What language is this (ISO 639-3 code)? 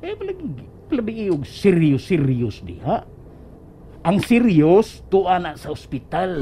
ceb